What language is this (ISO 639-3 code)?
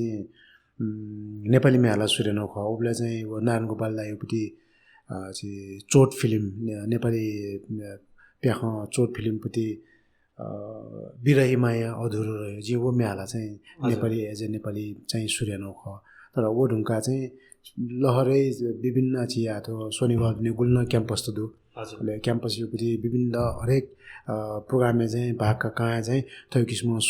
new